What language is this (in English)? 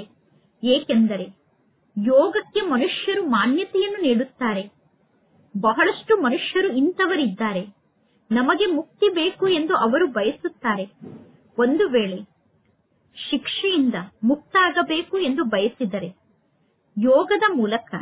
Kannada